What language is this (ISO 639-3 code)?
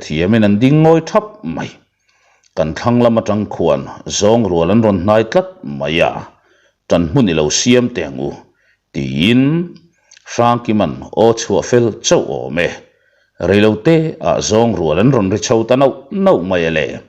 lus